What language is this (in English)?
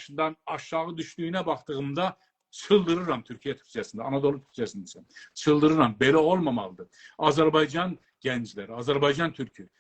South Azerbaijani